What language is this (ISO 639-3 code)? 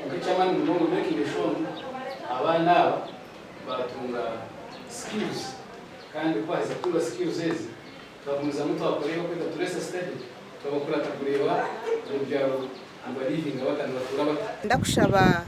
nyn